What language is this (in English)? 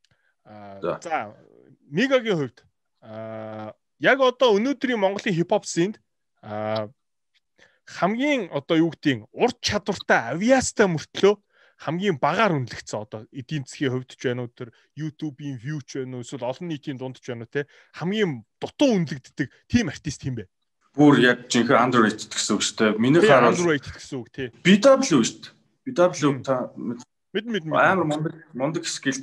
Mongolian